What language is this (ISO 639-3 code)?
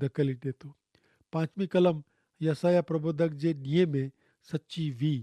kfr